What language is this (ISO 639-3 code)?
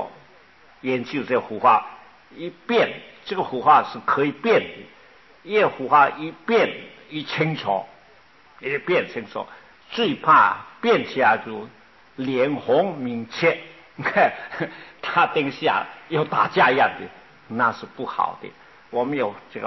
zho